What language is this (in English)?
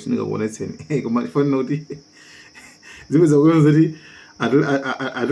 Nyanja